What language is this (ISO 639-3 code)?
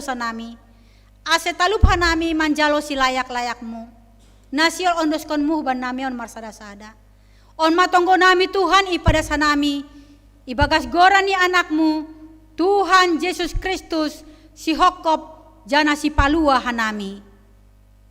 bts